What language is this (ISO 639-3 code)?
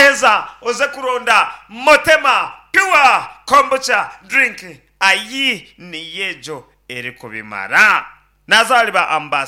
nyn